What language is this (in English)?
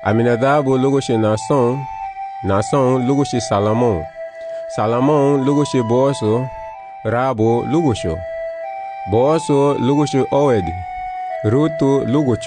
Garifuna